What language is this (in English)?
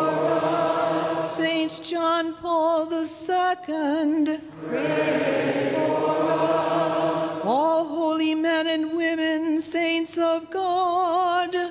English